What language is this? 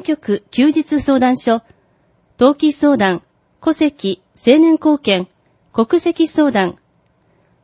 Japanese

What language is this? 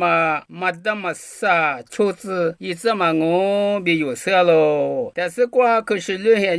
Lisu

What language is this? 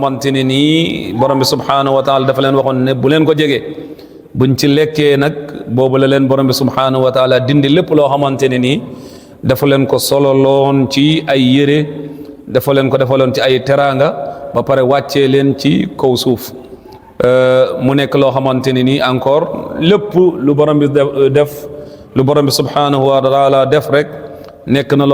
Wolof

